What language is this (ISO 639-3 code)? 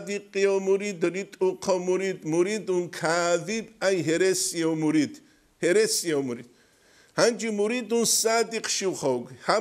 ava